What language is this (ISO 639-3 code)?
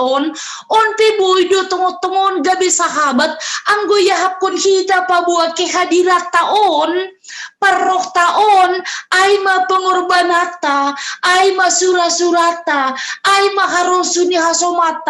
bts